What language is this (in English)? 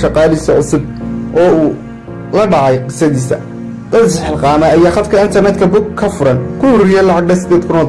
Somali